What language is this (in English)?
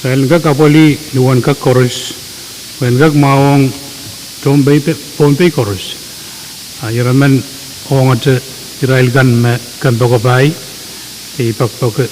Pohnpeian